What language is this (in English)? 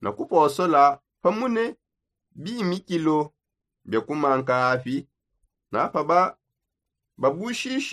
Songe